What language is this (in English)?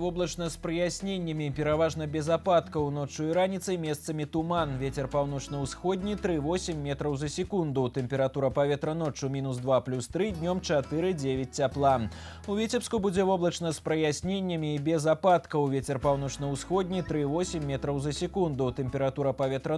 Belarusian